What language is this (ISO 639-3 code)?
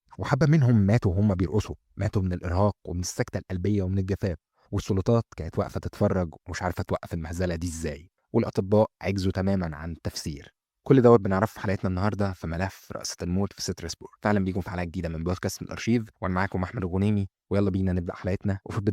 arz